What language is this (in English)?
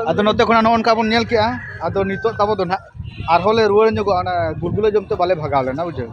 Santali